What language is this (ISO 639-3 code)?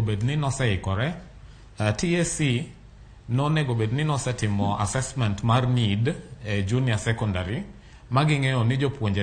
luo